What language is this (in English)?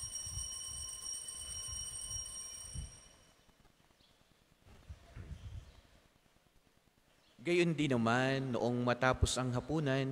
Filipino